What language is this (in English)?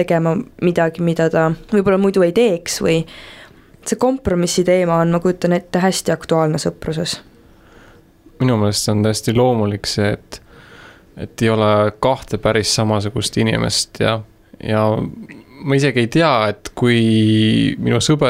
Estonian